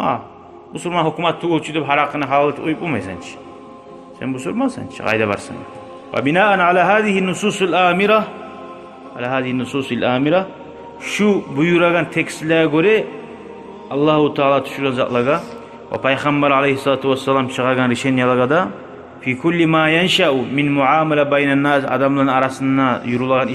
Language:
Kumyk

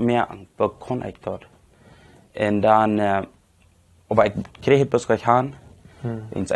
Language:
Plautdietsch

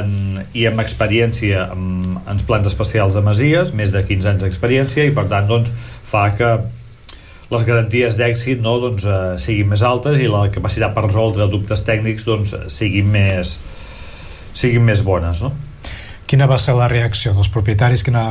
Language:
Catalan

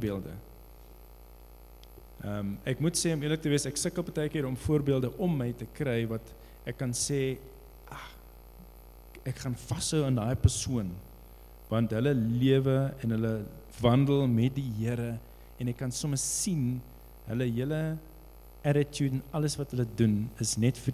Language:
Afrikaans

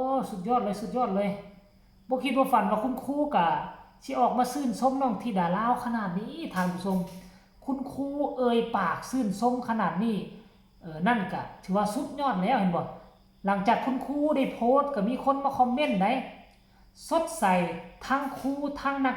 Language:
Lao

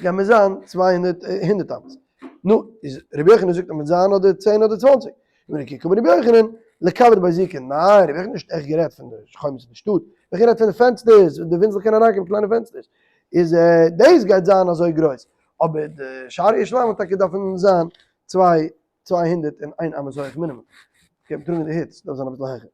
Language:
Yiddish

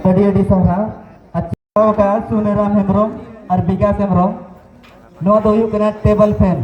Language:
Santali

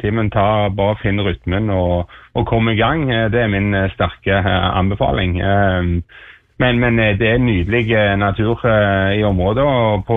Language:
Norwegian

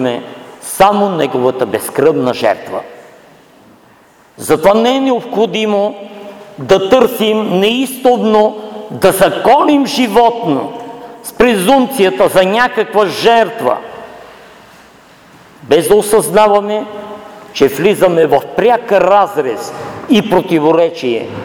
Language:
Bulgarian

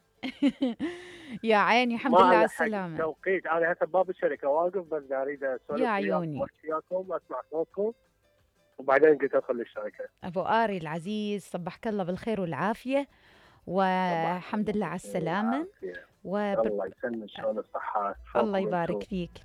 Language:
Mesopotamian Arabic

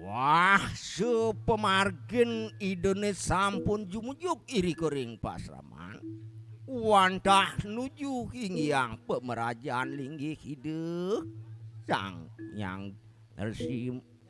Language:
Balinese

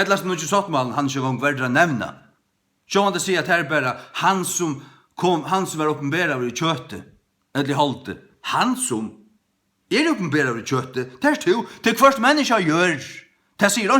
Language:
Faroese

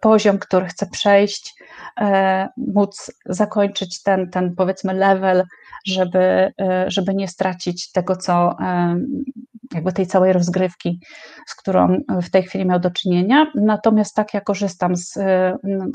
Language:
Polish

